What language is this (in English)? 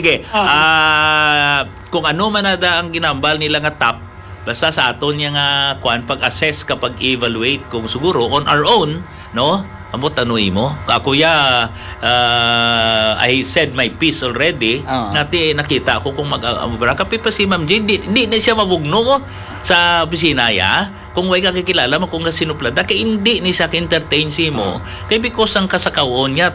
Hiligaynon